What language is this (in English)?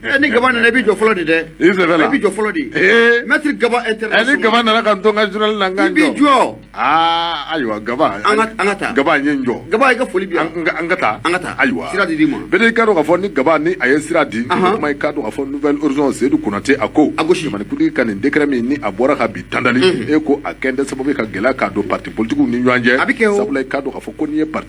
Bambara